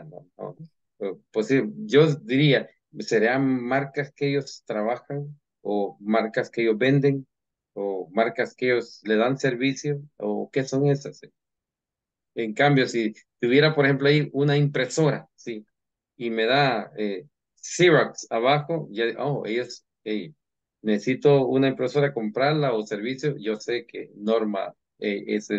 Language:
Spanish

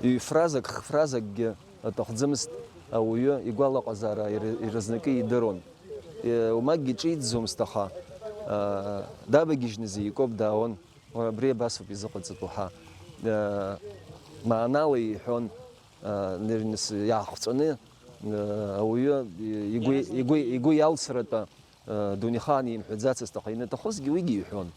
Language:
Abkhazian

